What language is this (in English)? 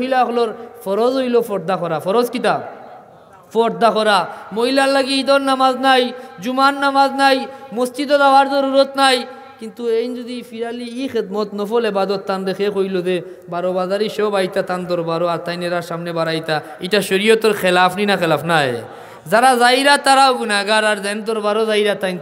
Sylheti